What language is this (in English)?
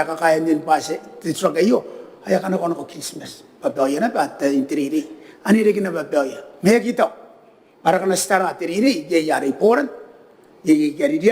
Gilbertese